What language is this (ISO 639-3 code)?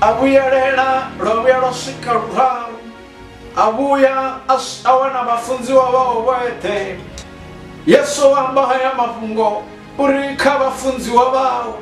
ven